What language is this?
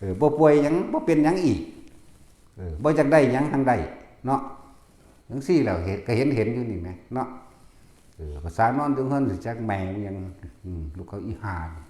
Northeastern Thai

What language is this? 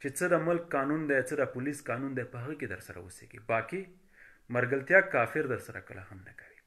Pashto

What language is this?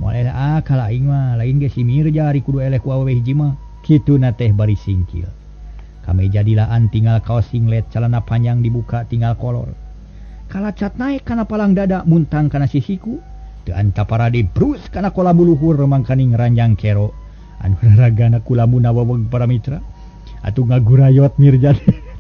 Sundanese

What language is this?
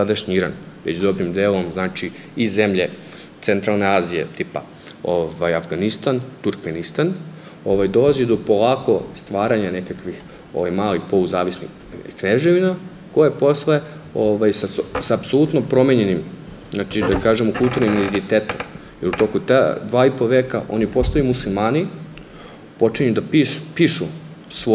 Serbian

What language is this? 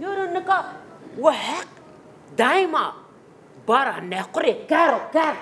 Zaza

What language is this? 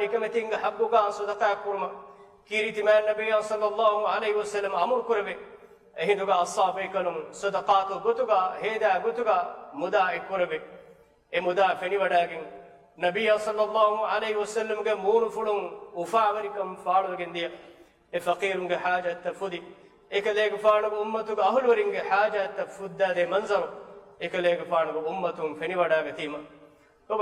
Divehi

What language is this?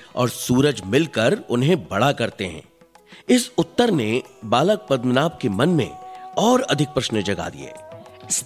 Hindi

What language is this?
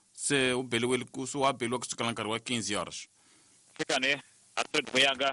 Tsonga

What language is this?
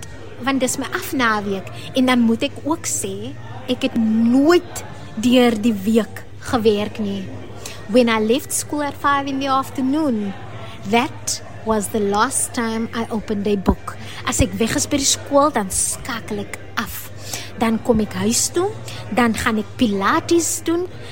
Afrikaans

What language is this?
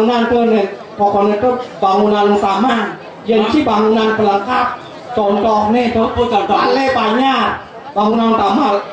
Balinese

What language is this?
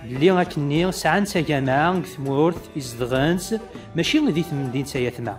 Kabyle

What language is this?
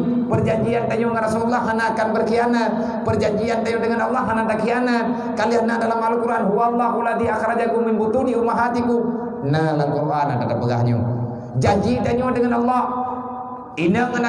Achinese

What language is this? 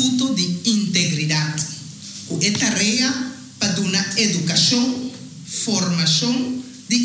Papiamento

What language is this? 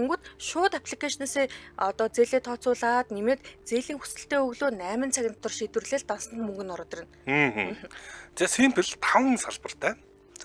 Mongolian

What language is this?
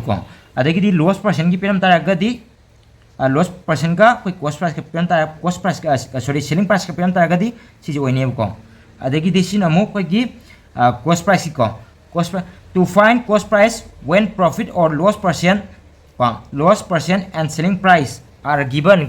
Manipuri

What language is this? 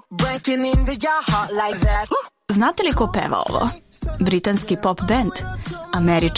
Serbian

